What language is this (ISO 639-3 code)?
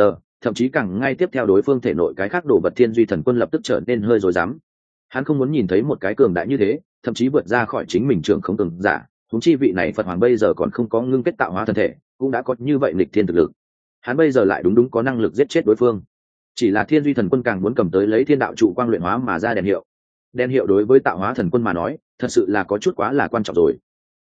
vie